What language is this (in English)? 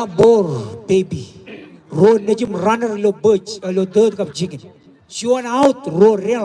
Marshallese